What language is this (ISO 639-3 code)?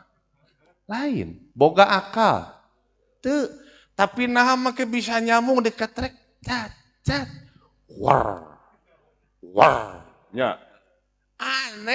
sun